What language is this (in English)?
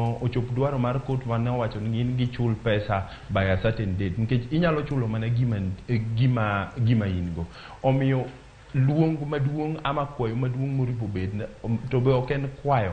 Luo (Kenya and Tanzania)